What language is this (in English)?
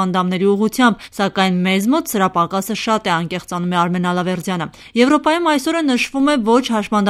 Armenian